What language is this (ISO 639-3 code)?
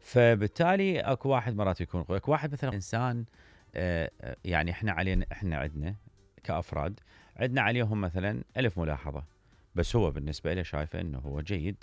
acm